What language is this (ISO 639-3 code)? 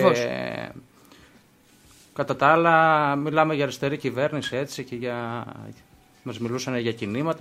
ell